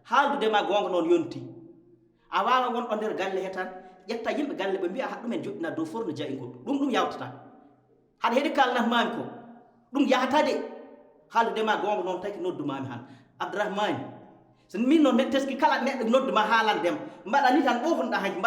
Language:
Fula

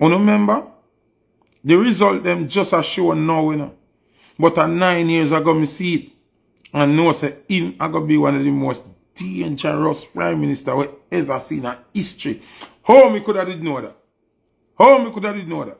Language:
Jamaican Creole English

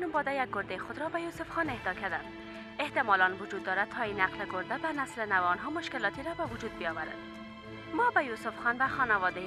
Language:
Persian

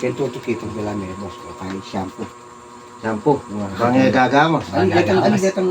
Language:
Pampanga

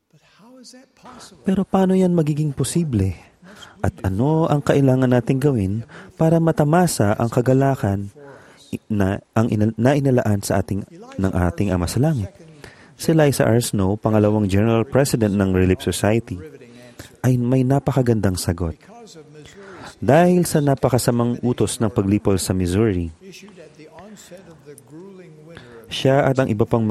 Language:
Filipino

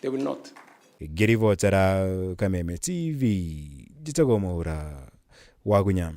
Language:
Kikuyu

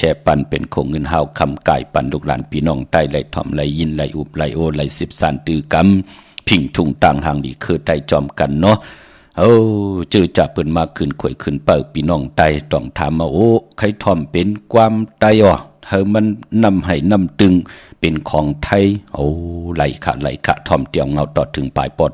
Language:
Shan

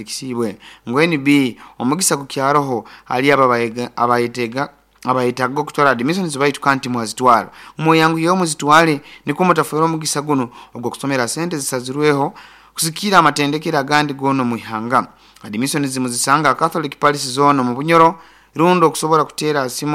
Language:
Nyoro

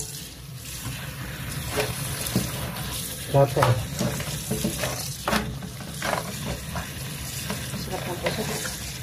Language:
Filipino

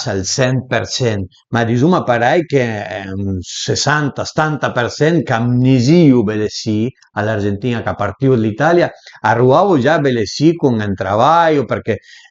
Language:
Piedmontese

